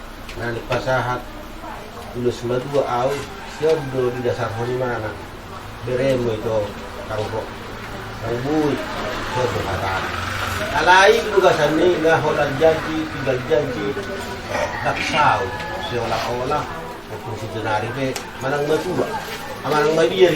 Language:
Batak Toba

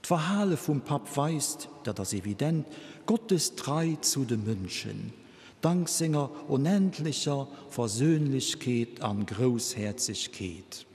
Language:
Luxembourgish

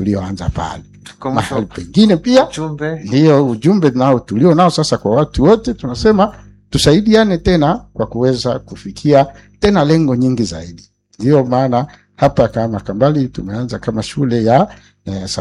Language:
Swahili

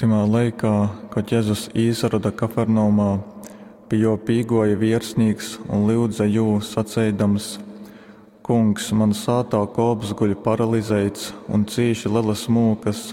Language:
Latgalian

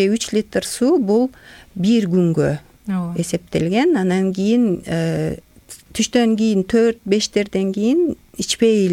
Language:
Kyrgyz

